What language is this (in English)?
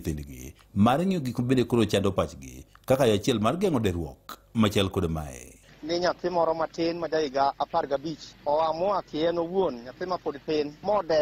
Luo (Kenya and Tanzania)